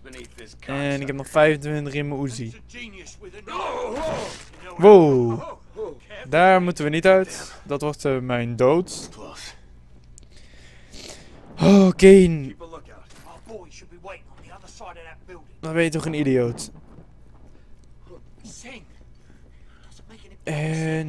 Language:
Dutch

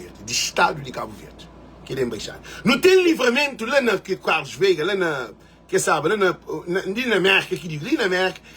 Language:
Kabuverdianu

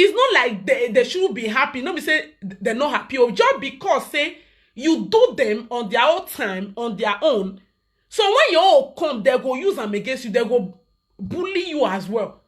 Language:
Nigerian Pidgin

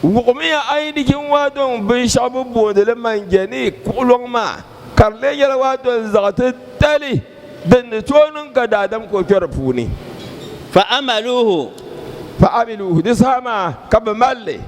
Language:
Dagbani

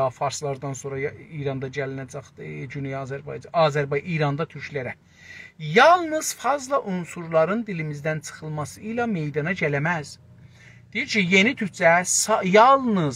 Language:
South Azerbaijani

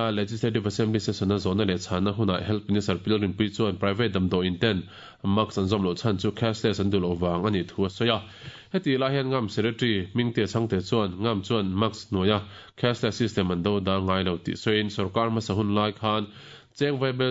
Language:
Mizo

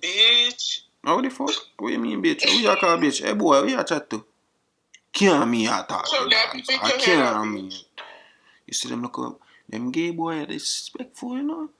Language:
Jamaican Creole English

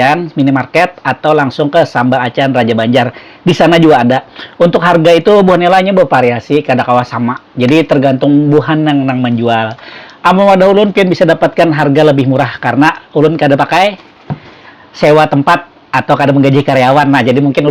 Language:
Banjar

